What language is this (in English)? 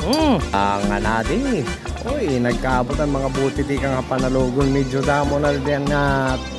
Waray